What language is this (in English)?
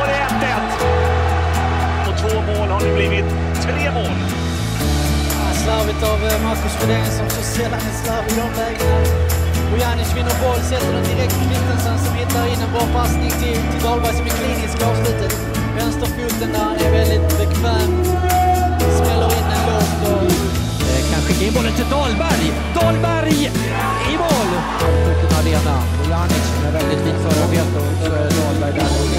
Swedish